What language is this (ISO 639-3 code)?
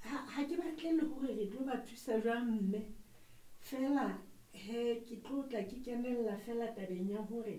sot